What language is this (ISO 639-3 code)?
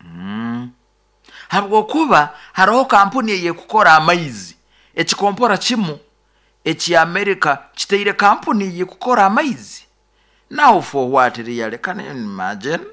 nyo